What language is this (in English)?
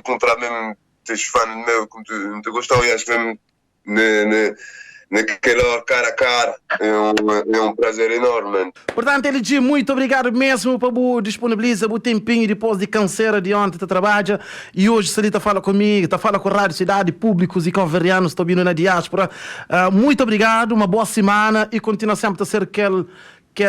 Kabuverdianu